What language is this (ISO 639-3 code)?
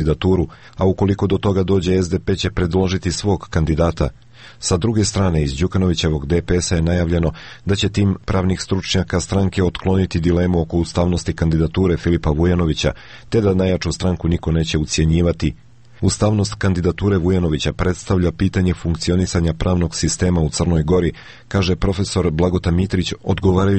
srp